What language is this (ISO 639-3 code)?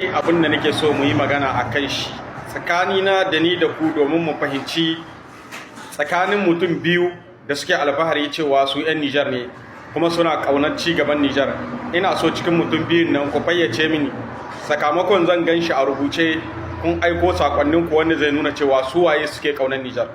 hau